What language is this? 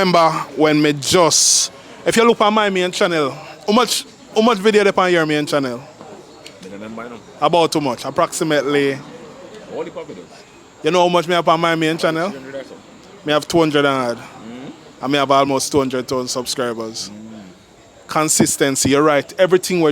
Jamaican Creole English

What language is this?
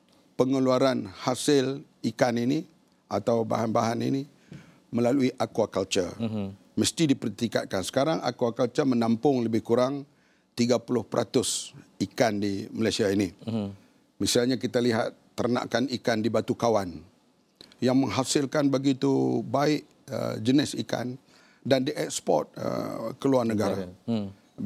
Malay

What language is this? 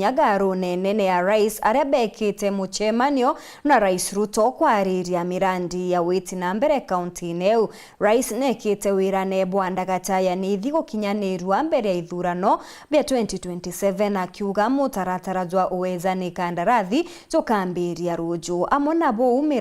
Meru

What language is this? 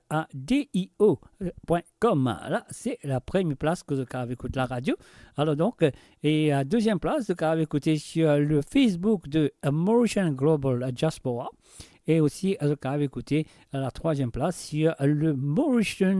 Morisyen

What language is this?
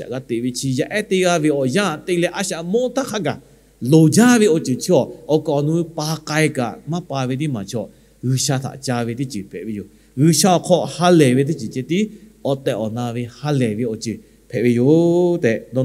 Lahu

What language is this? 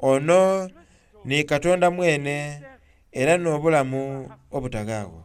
Soga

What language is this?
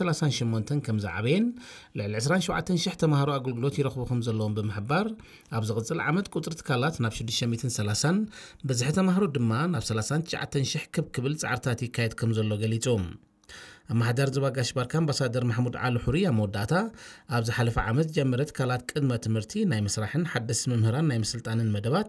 Tigrinya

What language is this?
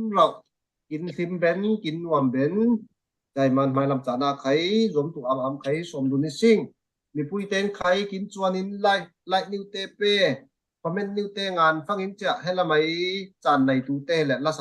Falam Chin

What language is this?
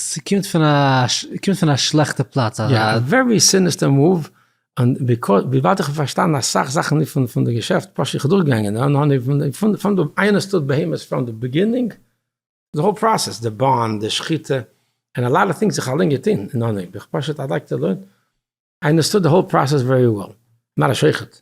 Yiddish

